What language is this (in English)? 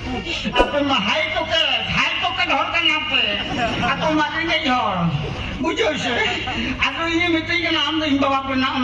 Santali